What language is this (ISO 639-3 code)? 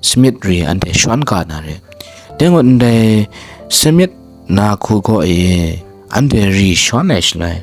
kac